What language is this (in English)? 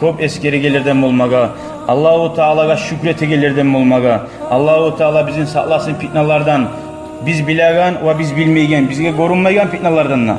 Kumyk